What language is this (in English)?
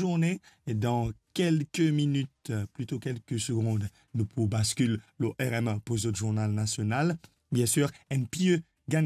Morisyen